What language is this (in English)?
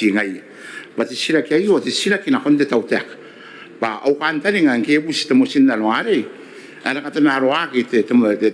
Gilbertese